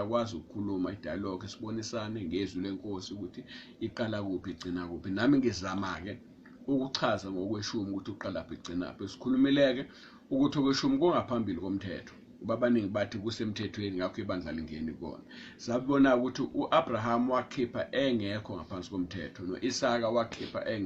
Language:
Zulu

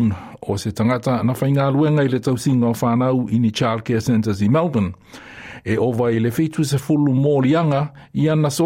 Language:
Samoan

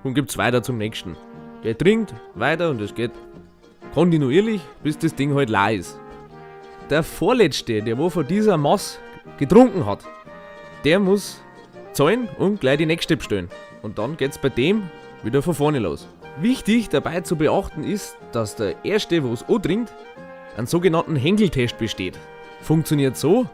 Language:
Bavarian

